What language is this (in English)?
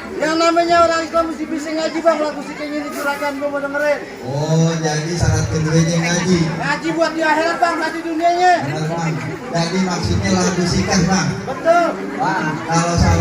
Betawi